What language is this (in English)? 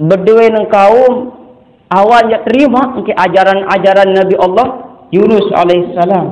Sasak